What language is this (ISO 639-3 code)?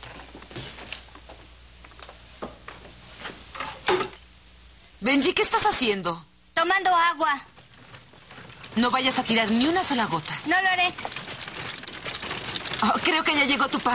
spa